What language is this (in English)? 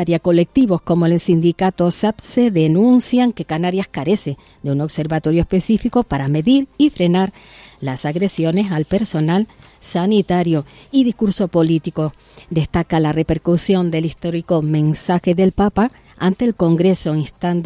Spanish